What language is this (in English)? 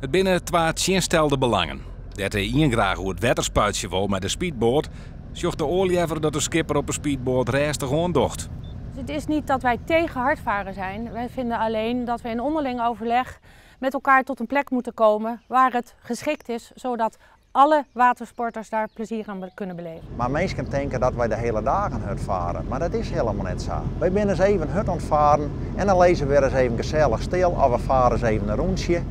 Western Frisian